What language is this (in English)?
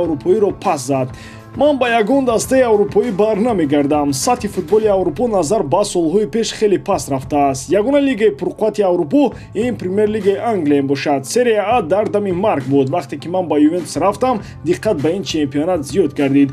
Tajik